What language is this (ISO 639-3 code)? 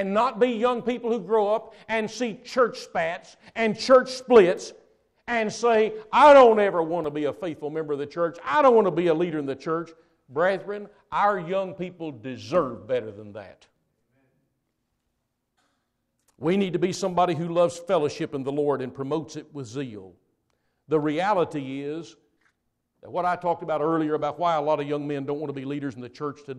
eng